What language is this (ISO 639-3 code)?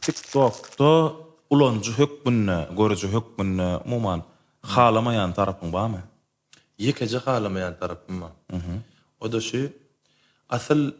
tuk